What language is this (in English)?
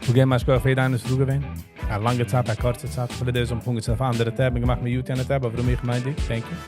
Yiddish